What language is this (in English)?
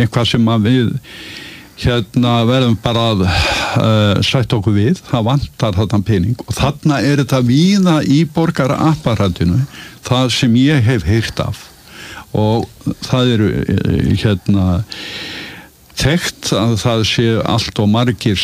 Icelandic